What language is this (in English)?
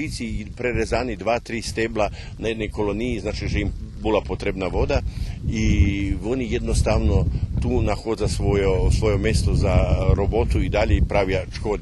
Rusyn